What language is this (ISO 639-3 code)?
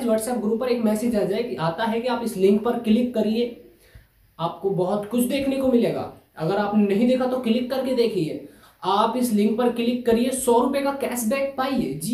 hin